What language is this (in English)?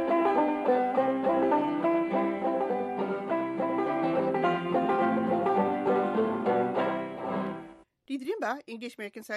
Burmese